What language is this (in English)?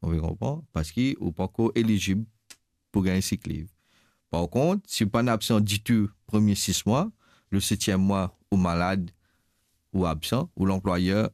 Morisyen